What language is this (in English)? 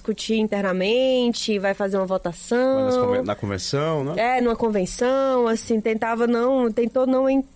Portuguese